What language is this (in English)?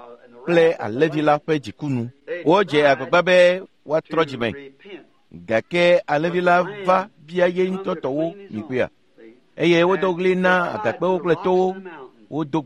Ewe